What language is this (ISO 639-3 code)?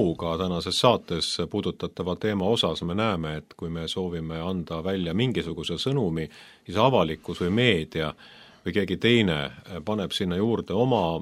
est